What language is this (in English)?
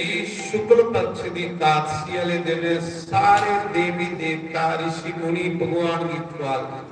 Dogri